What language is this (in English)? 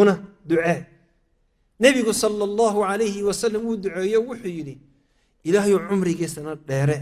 Somali